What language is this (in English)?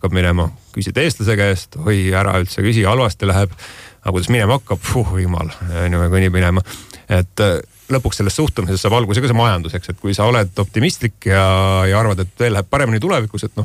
Estonian